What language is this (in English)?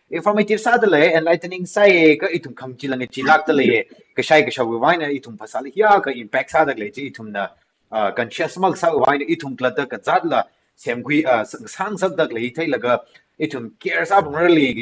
Tangkhul Naga (India)